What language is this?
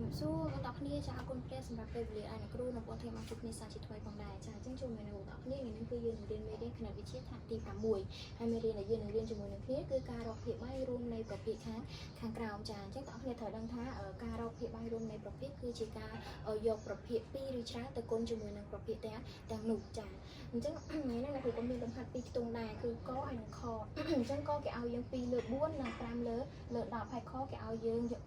Khmer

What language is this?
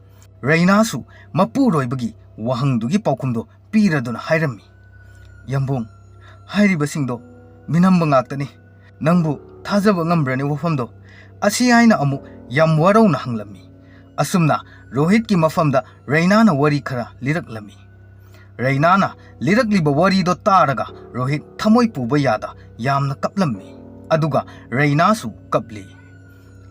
Manipuri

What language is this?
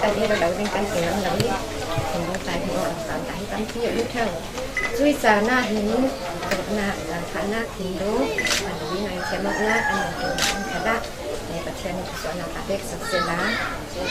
Falam Chin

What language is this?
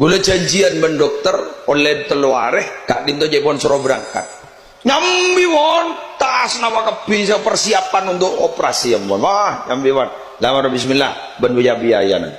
Madurese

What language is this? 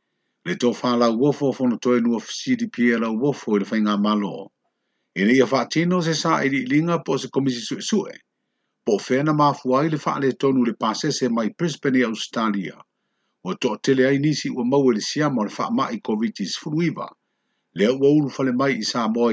Samoan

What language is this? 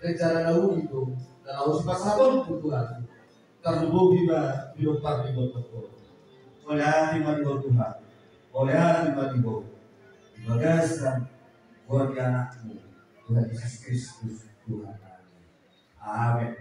Batak Toba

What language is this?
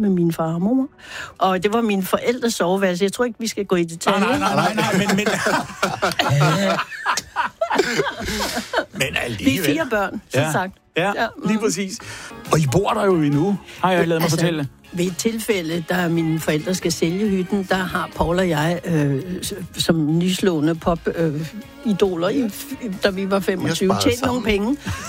Danish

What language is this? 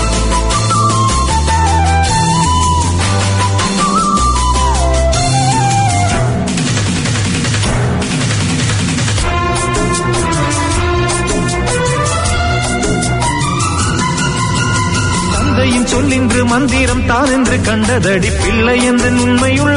Tamil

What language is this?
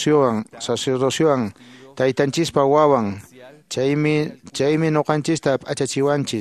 Quechua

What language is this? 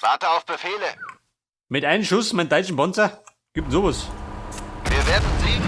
Bavarian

